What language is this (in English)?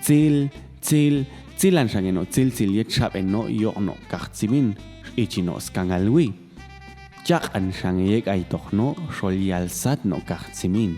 Popti'